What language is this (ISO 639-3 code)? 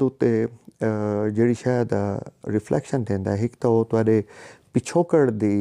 skr